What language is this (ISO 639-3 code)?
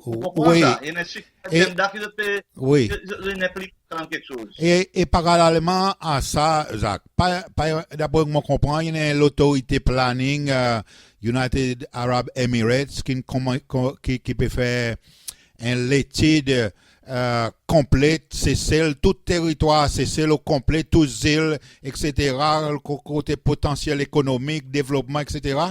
crs